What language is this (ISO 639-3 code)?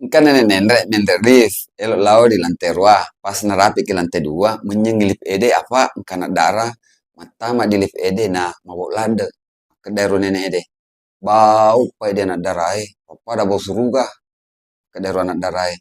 bug